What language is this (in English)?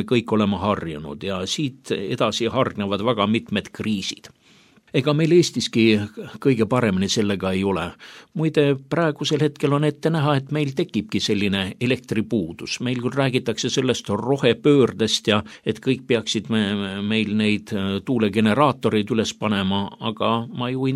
Estonian